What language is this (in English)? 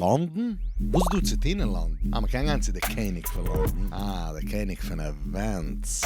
Yiddish